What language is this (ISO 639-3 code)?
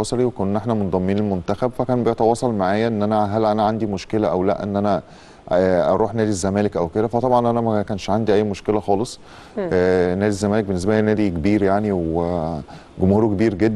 arz